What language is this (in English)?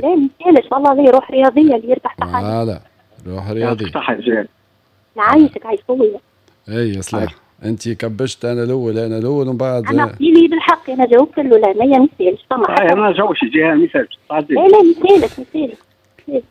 Tunisian Arabic